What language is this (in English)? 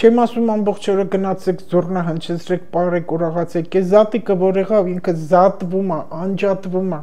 Armenian